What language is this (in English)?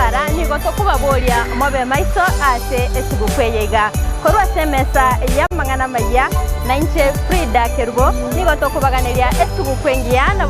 Gusii